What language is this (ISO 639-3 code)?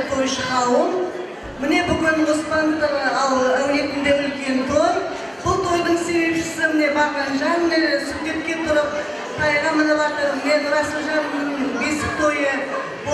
kaz